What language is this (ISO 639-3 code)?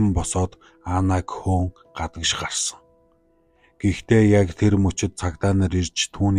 mon